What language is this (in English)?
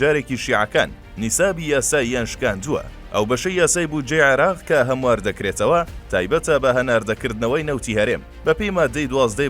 Central Kurdish